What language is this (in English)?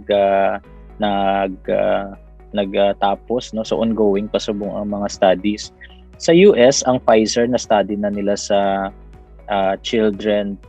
Hiligaynon